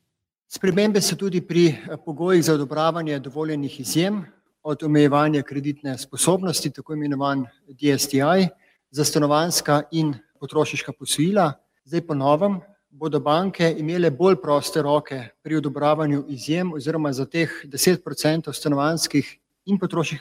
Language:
Slovenian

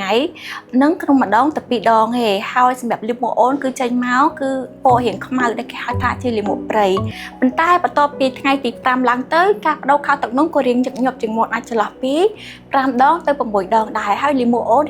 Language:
Khmer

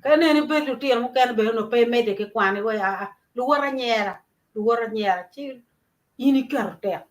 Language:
Acoli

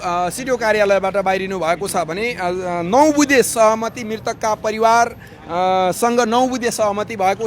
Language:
Nepali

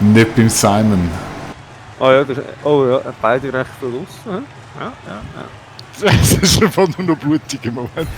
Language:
Swiss German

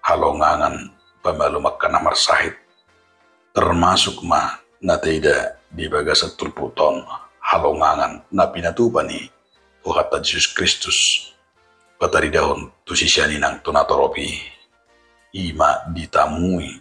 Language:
Batak Toba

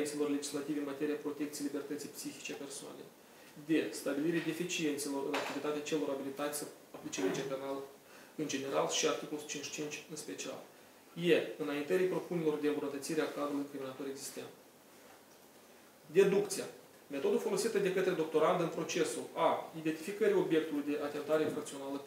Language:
Romanian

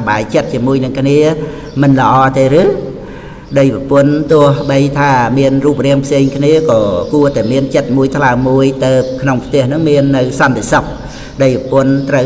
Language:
Khmer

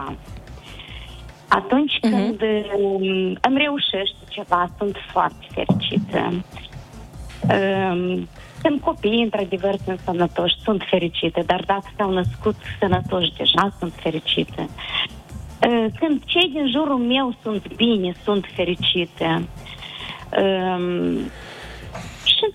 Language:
Romanian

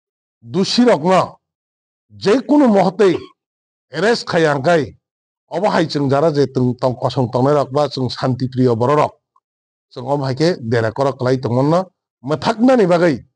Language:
Kok Borok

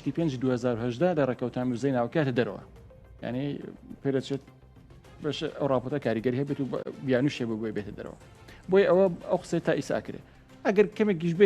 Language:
Central Kurdish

